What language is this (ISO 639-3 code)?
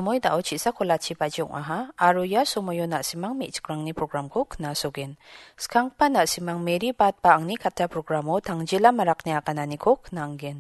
grt